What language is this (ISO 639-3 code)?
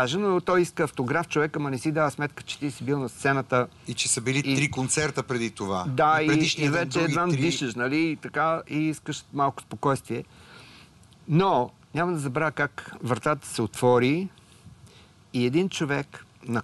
bul